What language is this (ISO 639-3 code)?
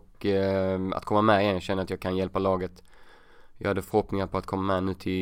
swe